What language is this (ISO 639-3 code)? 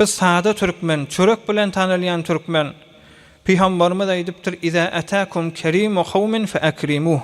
tuk